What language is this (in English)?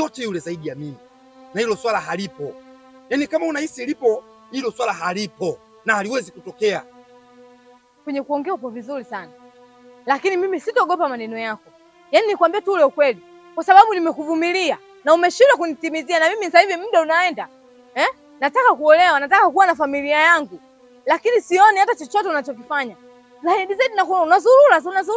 Swahili